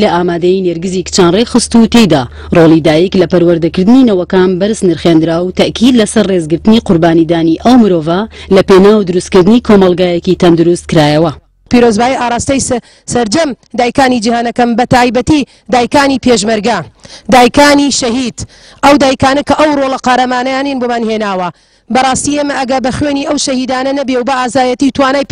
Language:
Central Kurdish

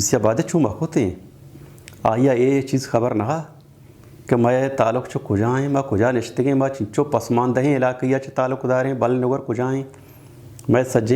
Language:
Baluchi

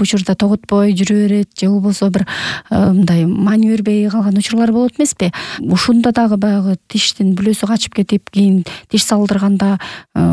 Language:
Kyrgyz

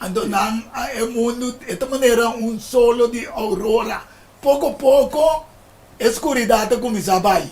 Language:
Papiamento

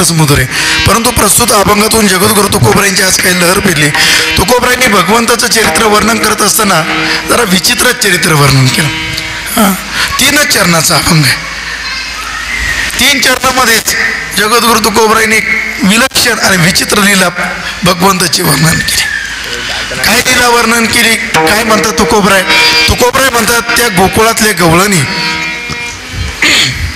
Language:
Marathi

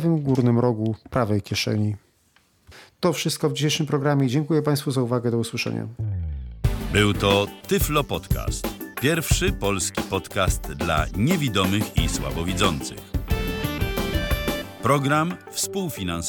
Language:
Polish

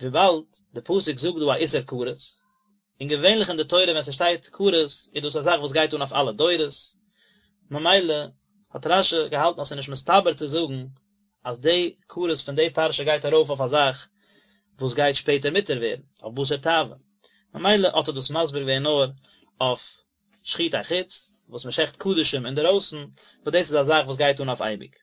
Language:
Yiddish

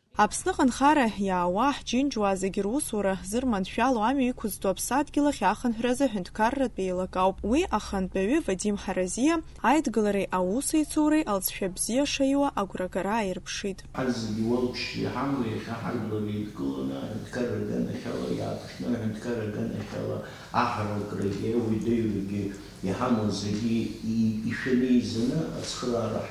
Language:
Abkhazian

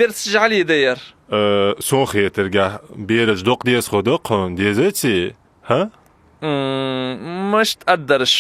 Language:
Ingush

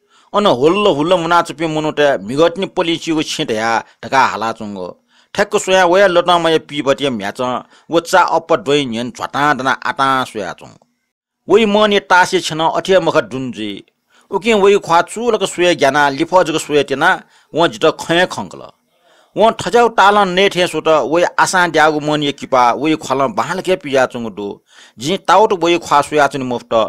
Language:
Newari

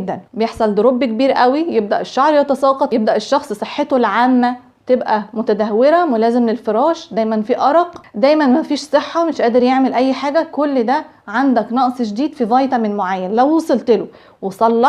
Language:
Egyptian Arabic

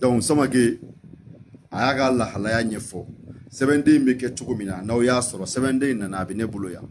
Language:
Bambara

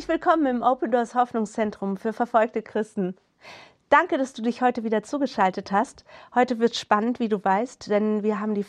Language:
German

